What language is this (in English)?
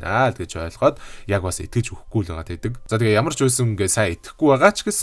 Mongolian